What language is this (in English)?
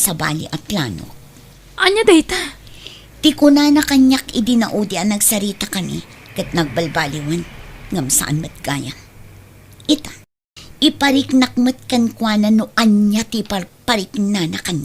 Iloko